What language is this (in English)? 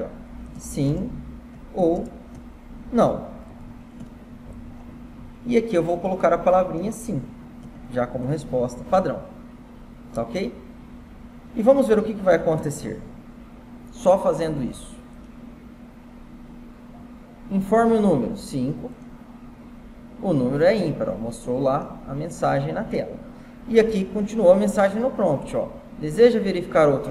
Portuguese